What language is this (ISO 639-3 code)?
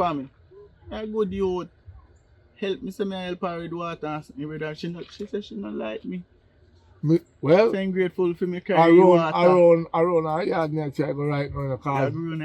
jam